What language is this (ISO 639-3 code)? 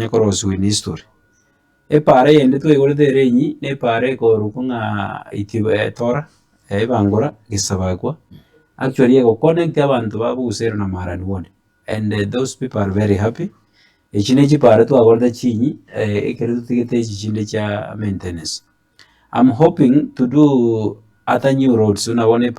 guz